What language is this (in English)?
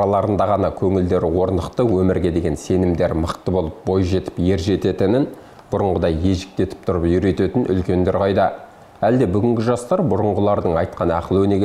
Kazakh